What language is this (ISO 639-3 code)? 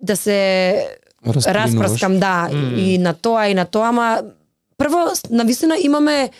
mkd